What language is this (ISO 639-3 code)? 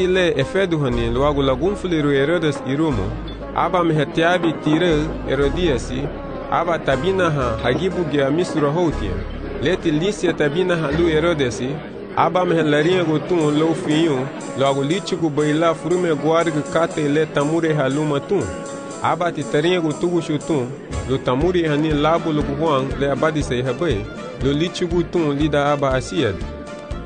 cab